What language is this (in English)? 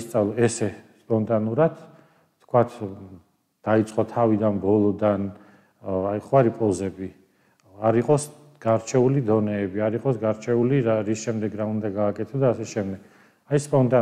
Georgian